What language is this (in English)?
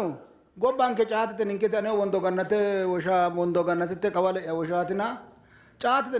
Sidamo